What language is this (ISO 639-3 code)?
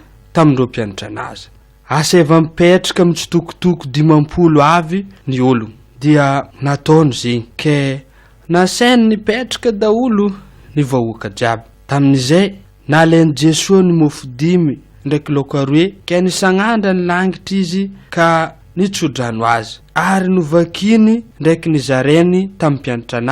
mlg